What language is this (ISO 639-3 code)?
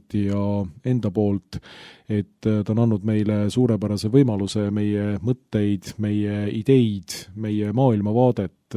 est